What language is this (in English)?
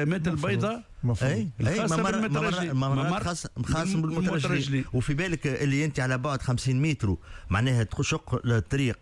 Tunisian Arabic